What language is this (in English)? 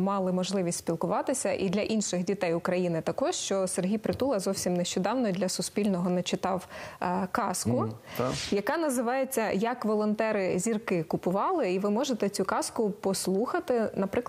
Ukrainian